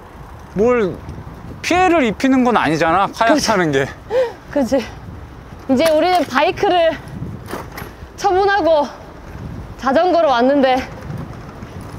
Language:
Korean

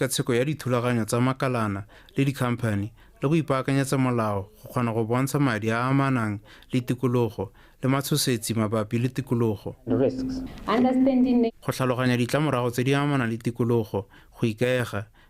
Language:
Tswana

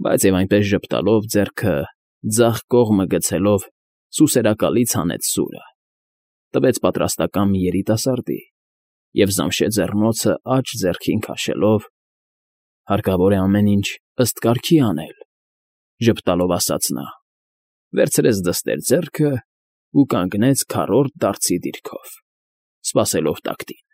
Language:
Armenian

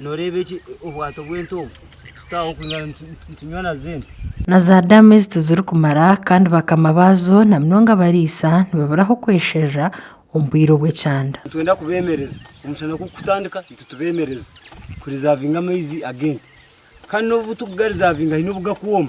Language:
Nyankole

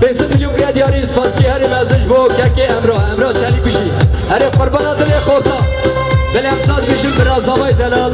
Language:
Kurdish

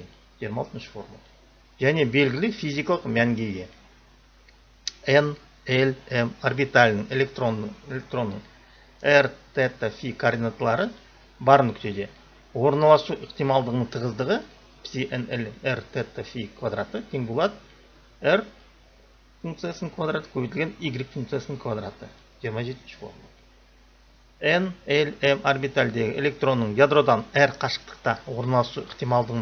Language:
Kazakh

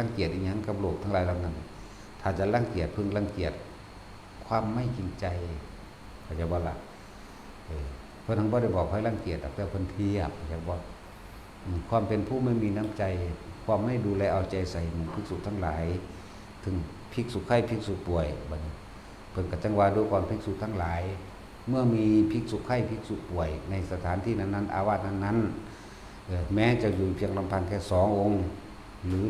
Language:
Northeastern Thai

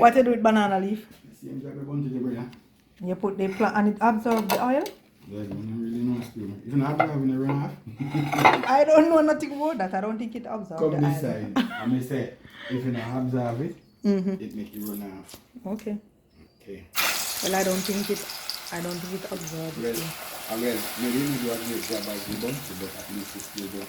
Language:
Jamaican Creole English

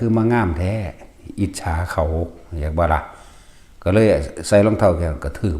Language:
Northeastern Thai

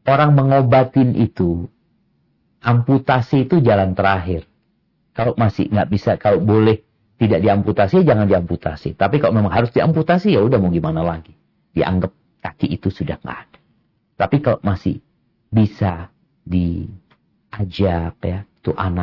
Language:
Indonesian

